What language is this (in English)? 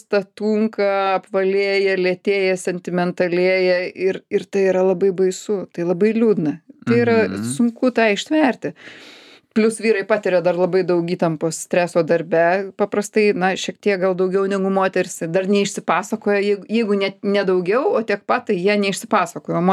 Lithuanian